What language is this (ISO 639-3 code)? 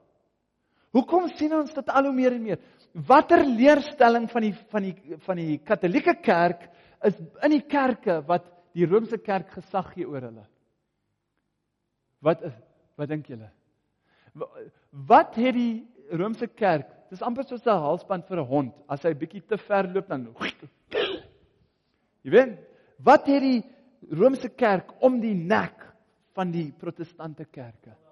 afr